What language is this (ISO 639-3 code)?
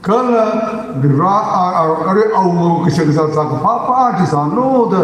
nmf